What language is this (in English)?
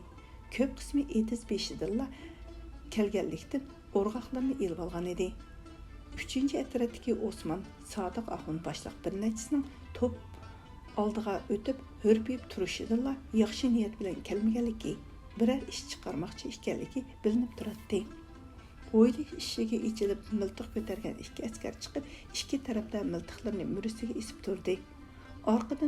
Uyghur